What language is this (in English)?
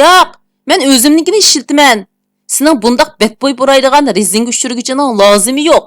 Uyghur